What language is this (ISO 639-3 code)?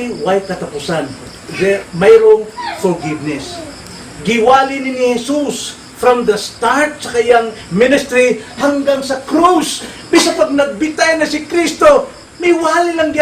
ceb